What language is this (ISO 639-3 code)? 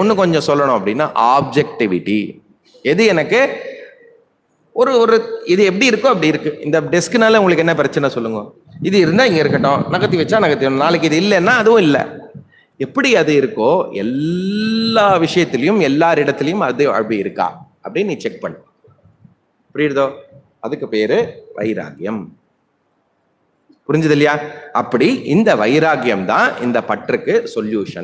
tam